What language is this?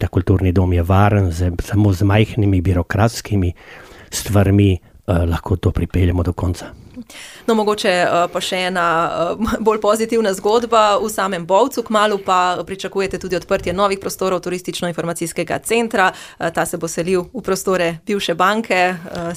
Slovenian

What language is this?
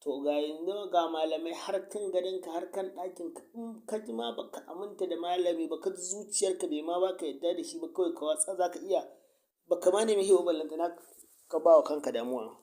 Hausa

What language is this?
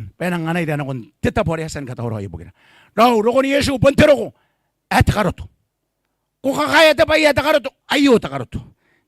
Gilbertese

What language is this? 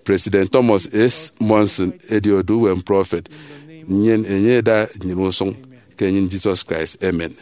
Efik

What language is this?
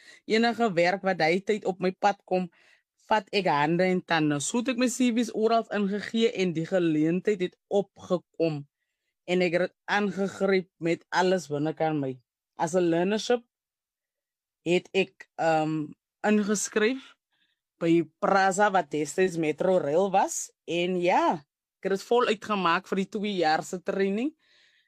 Afrikaans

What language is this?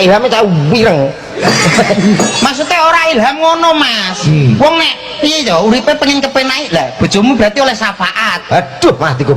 Javanese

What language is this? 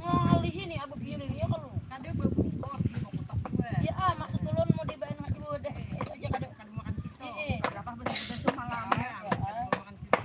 Banjar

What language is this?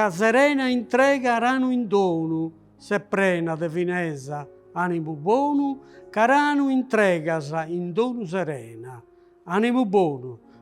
Sardinian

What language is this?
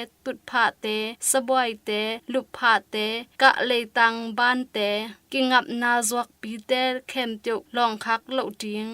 Tedim Chin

